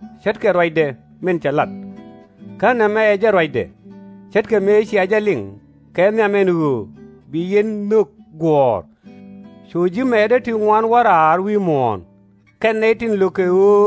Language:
Nuer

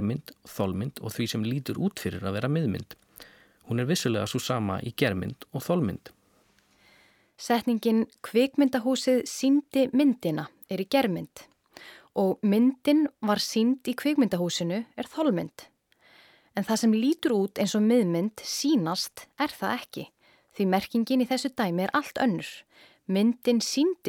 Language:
Icelandic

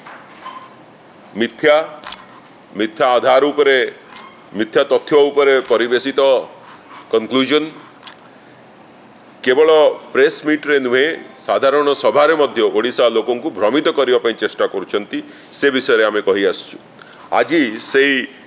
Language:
Odia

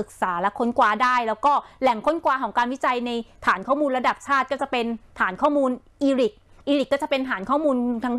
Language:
Thai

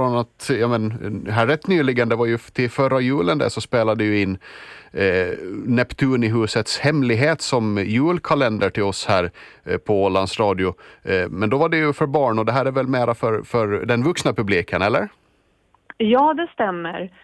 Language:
Swedish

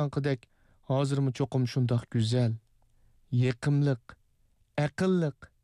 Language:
Uyghur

